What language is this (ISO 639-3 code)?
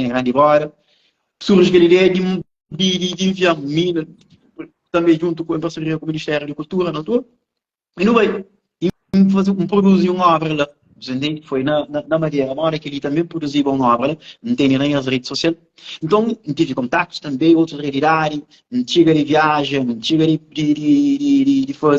kea